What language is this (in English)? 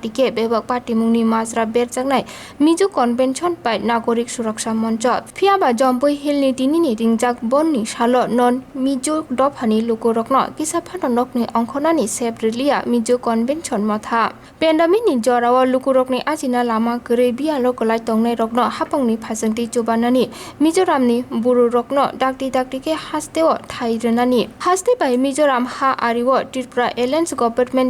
Kok Borok